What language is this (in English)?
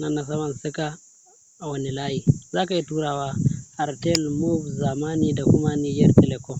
Hausa